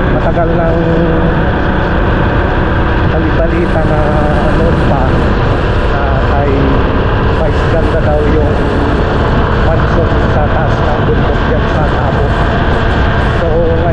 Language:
Filipino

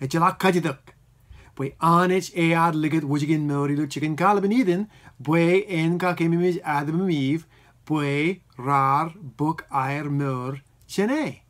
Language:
Marshallese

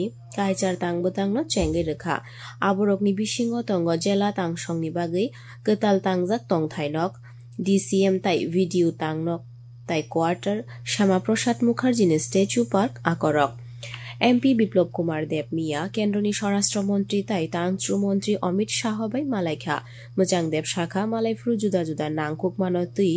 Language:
Kok Borok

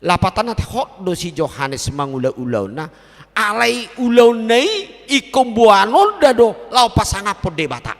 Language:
Batak Toba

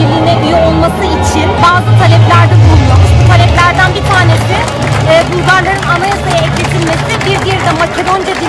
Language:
Turkish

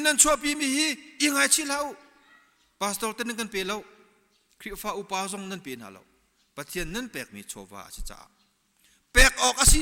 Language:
Hakha Chin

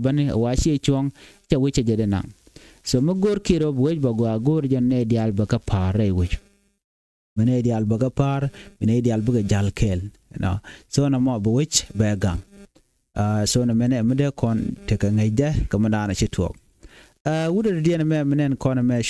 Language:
Nuer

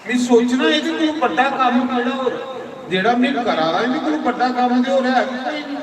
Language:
Dogri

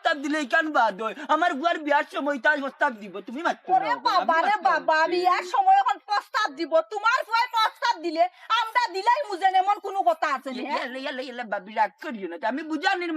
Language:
Sylheti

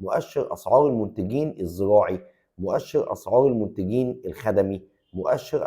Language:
Egyptian Arabic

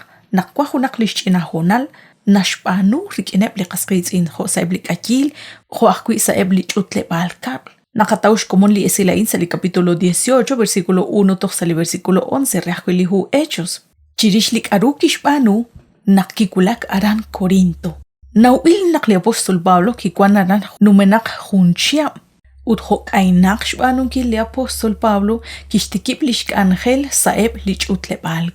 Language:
Kekchí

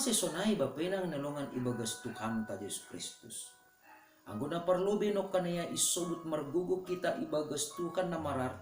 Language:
Batak Simalungun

